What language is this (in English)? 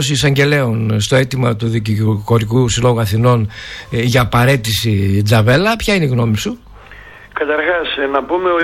Greek